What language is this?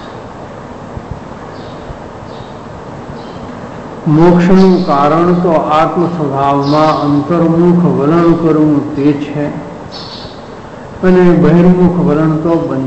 Gujarati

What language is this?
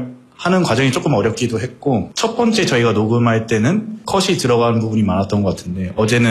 Korean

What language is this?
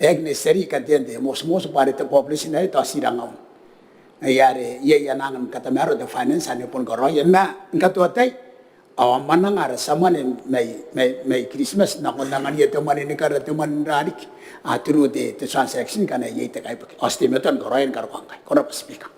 Gilbertese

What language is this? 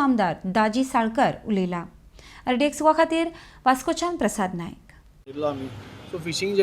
Konkani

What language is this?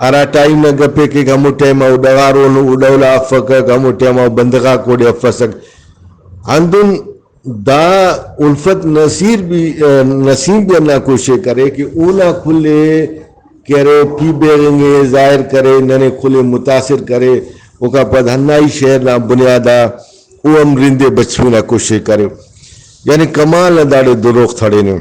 Brahui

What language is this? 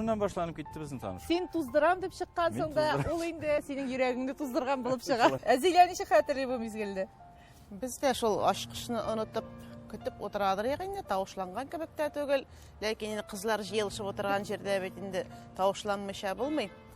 Tatar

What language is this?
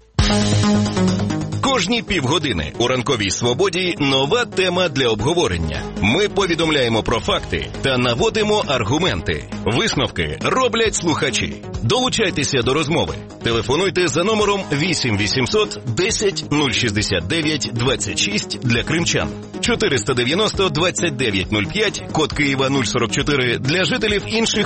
Ukrainian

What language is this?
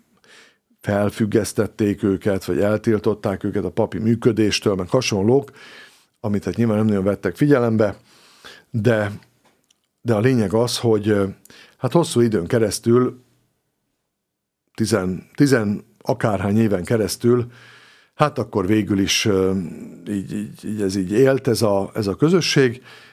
Hungarian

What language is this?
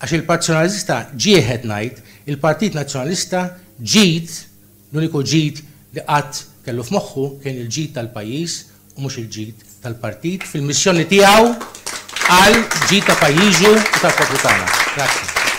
Maltese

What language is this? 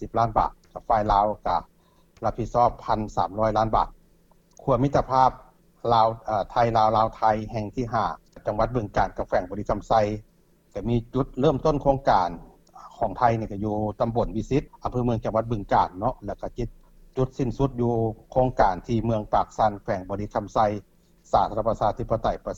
Lao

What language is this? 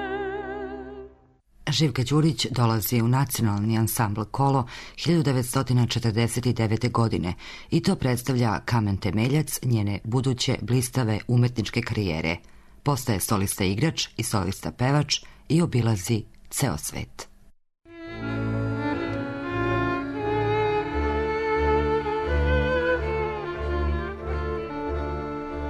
Serbian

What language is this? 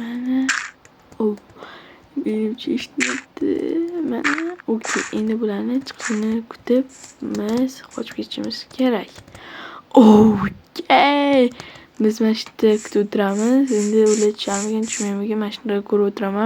Uzbek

